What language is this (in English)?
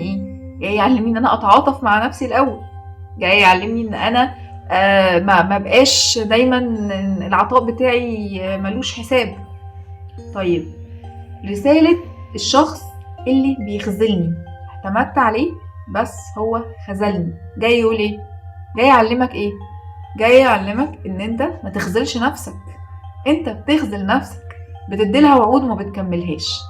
Egyptian Arabic